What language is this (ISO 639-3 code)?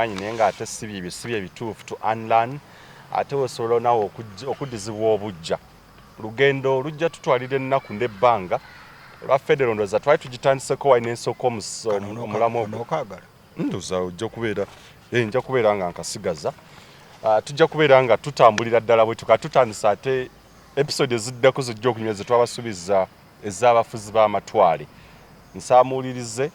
lug